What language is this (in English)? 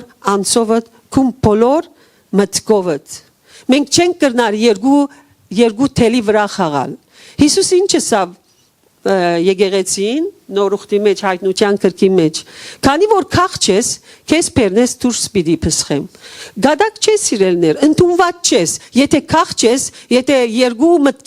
Western Armenian